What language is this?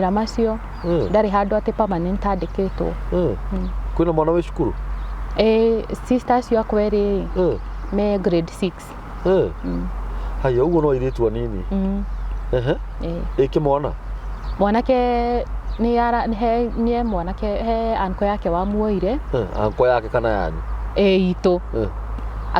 Kikuyu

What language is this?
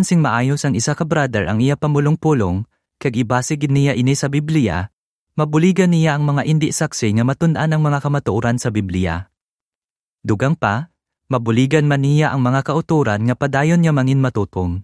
Hiligaynon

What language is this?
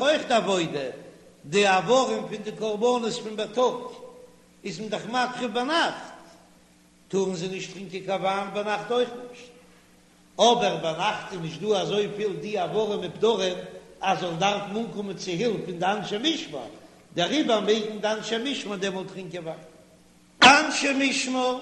Yiddish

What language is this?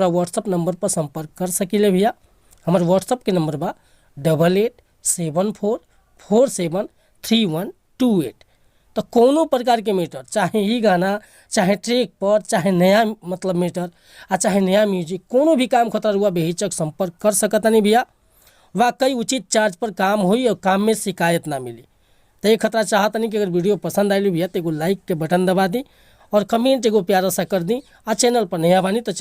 Bhojpuri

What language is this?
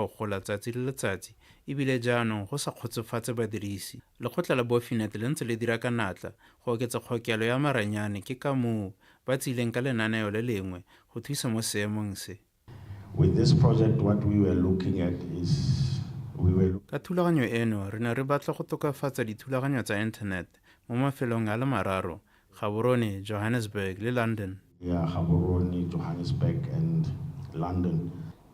Tswana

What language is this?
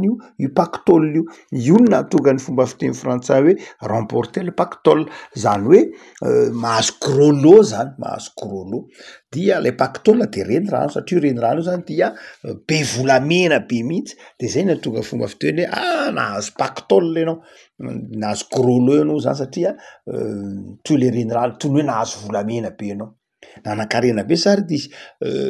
Malagasy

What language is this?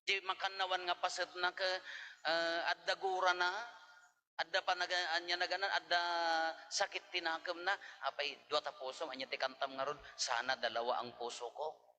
Iloko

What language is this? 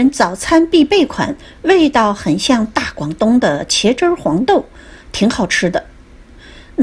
Chinese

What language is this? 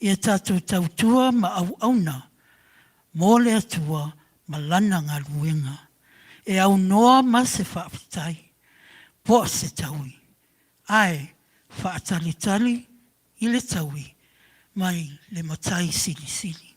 Samoan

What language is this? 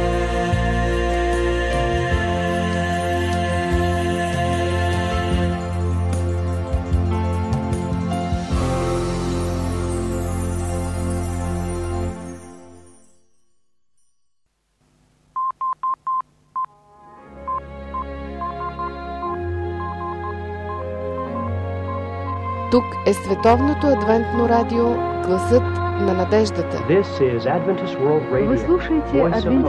Bulgarian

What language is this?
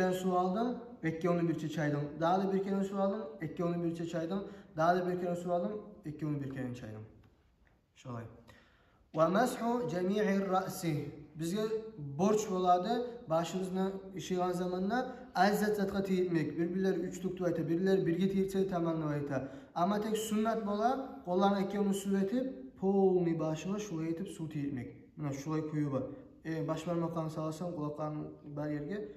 Kumyk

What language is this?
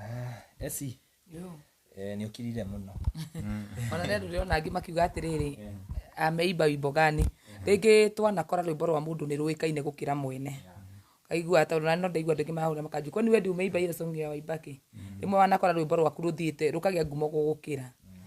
Kikuyu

